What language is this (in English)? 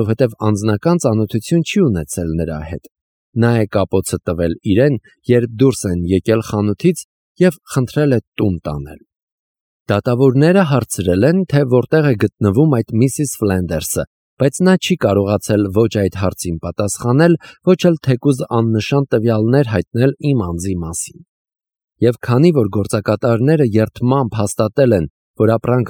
Armenian